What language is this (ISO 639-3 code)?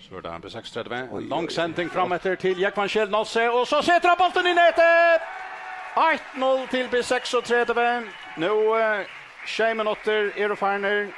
fao